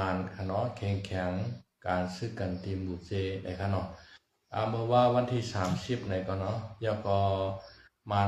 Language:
Shan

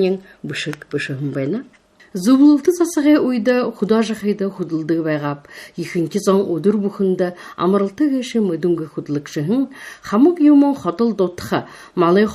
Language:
Buriat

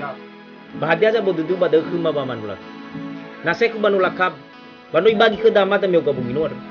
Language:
Nias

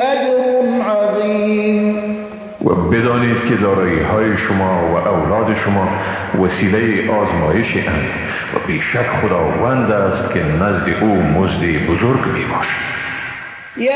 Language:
Persian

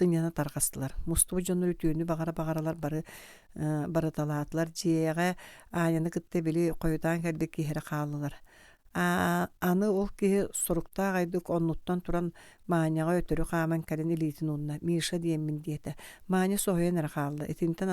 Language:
Yakut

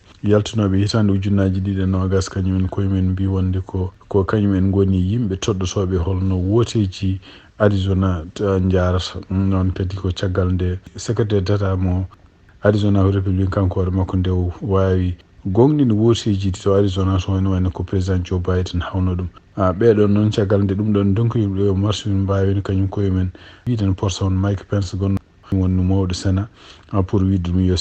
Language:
Fula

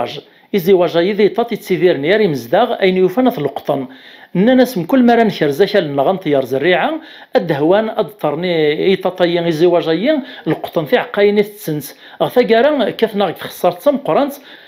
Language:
Kabyle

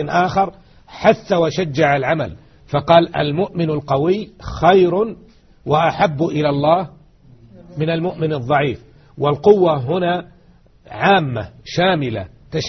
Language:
Arabic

